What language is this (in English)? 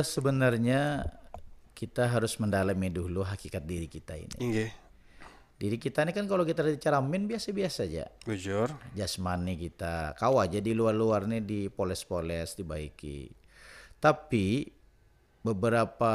Banjar